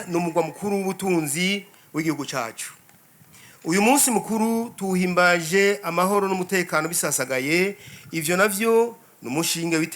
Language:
Rundi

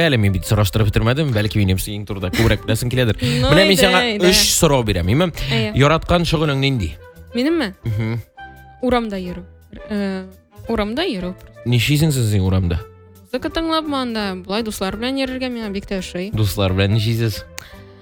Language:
Tatar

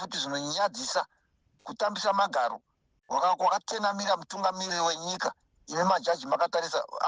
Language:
Shona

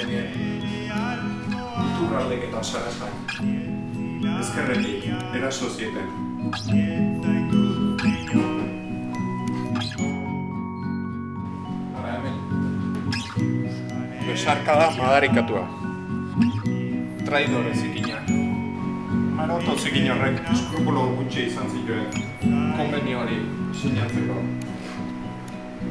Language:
Basque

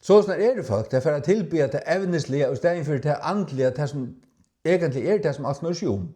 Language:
Faroese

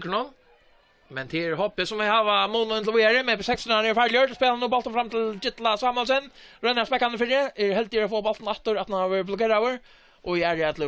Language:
Faroese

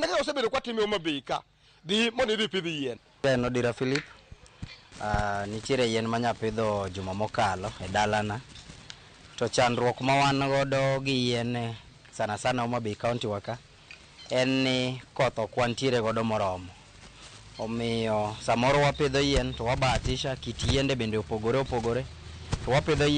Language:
Luo (Kenya and Tanzania)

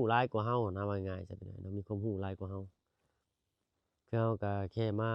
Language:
Lao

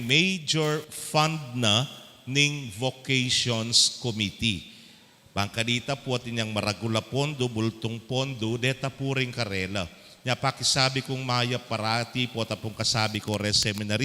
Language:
Pampanga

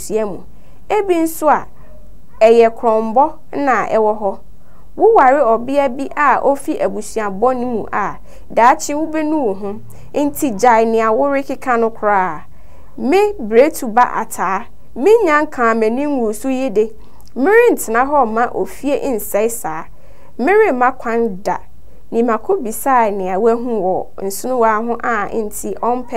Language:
Akan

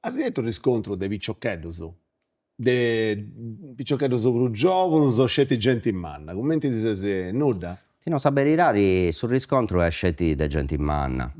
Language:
Sardinian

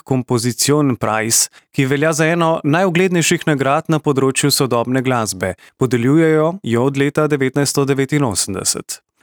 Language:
Slovenian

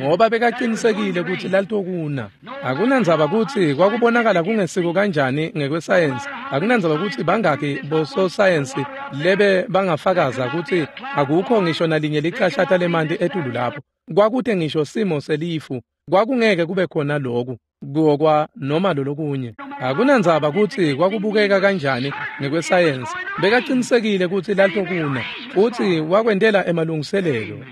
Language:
Swati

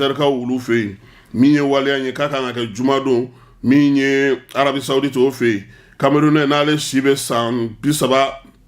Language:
Bambara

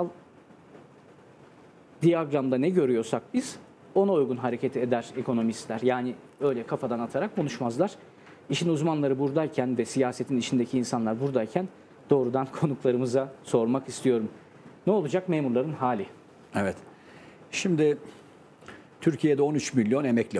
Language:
Turkish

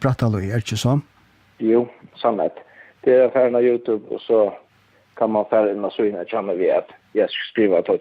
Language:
Faroese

